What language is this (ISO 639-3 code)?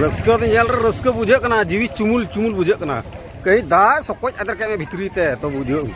sat